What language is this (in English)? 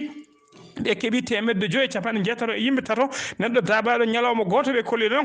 Fula